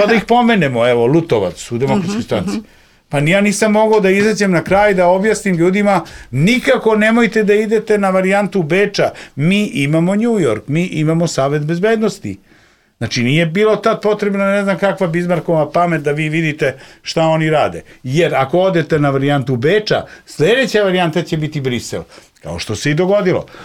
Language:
Serbian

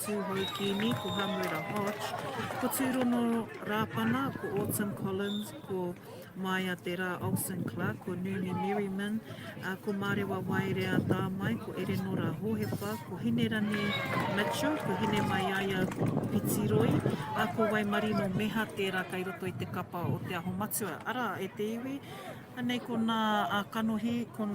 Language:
Māori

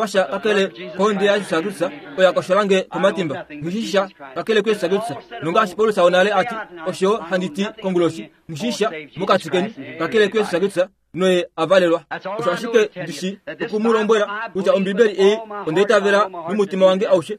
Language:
Kuanyama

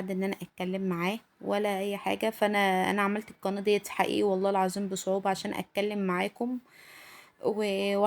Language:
Egyptian Arabic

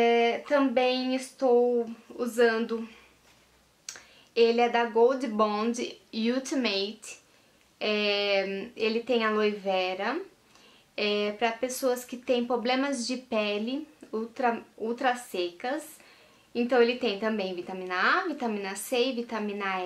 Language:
Portuguese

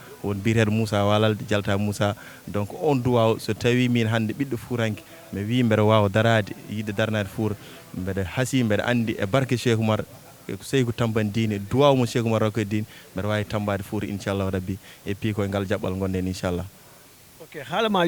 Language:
Fula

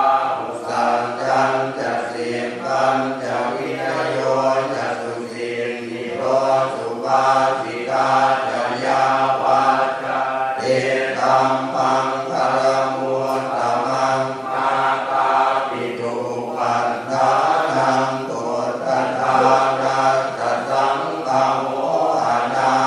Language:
Pali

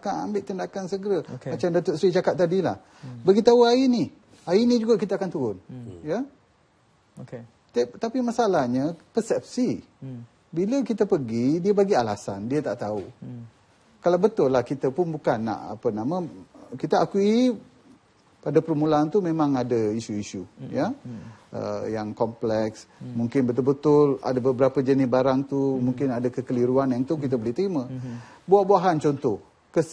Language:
Malay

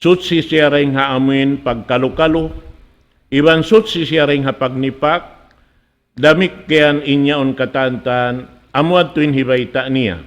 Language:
Tausug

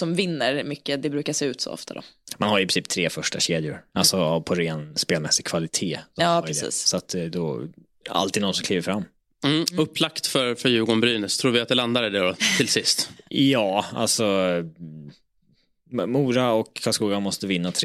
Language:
Swedish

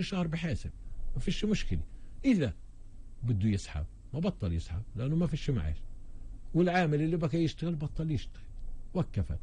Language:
North Levantine Arabic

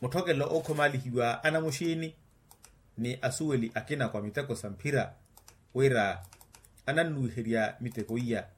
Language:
Makhuwa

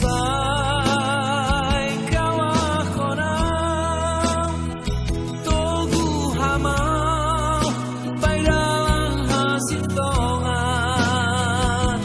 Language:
Batak Simalungun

